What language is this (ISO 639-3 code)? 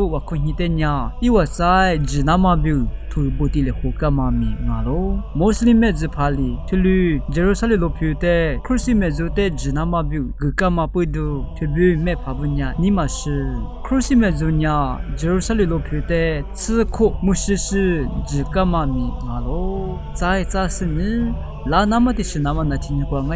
lis